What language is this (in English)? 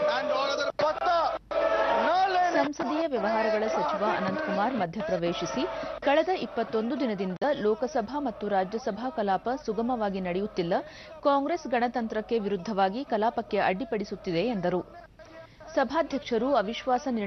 Kannada